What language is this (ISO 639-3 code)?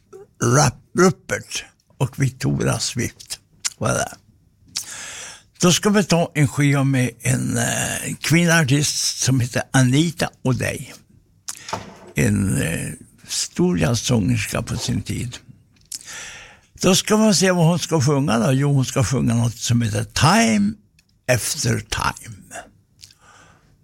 swe